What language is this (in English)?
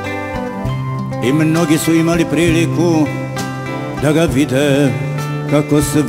Serbian